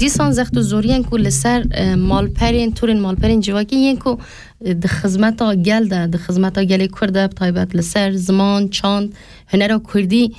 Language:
Kurdish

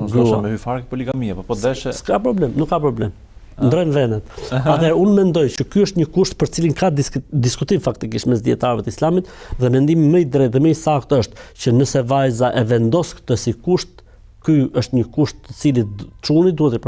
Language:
Albanian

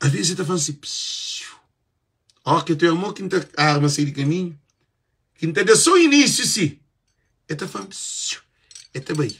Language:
Kabuverdianu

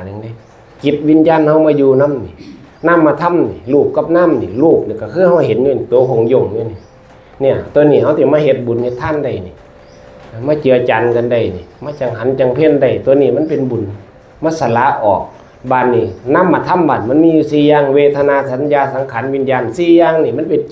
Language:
Northeastern Thai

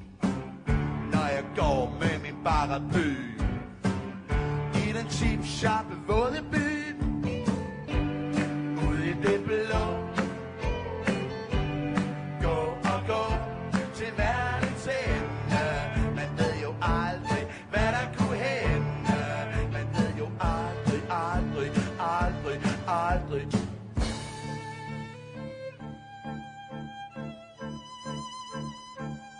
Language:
Danish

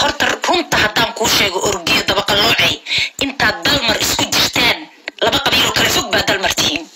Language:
Somali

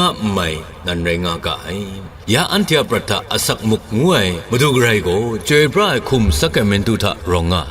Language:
Kachin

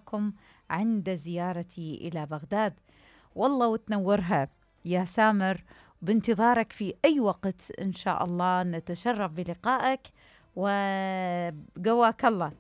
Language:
Mesopotamian Arabic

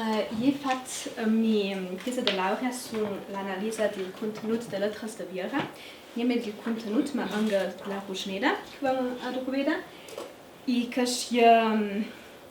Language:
Ladin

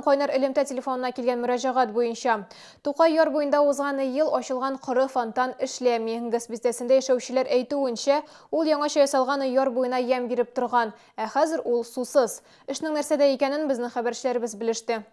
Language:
Tatar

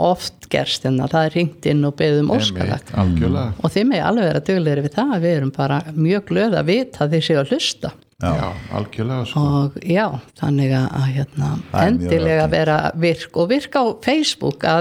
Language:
Icelandic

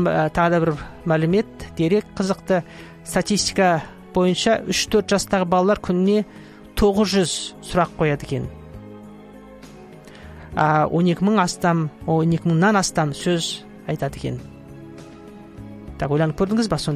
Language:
Kazakh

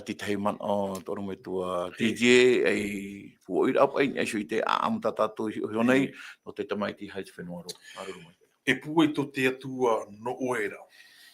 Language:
Tahitian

